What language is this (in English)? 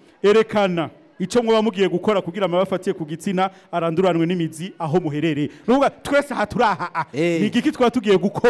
Rundi